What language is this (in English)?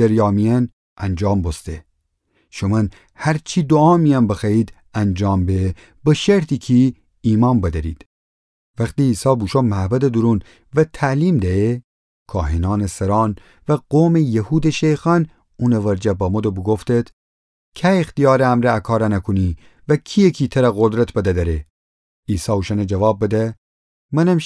Gilaki